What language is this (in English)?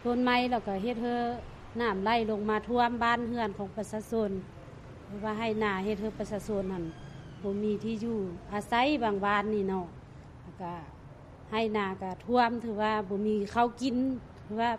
Lao